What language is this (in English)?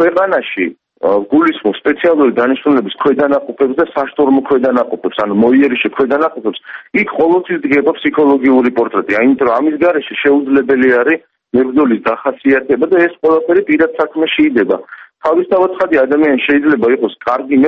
Georgian